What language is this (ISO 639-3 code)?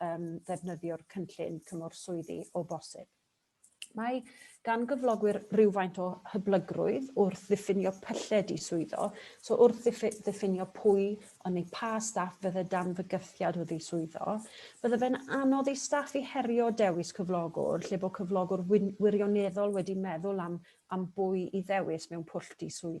cym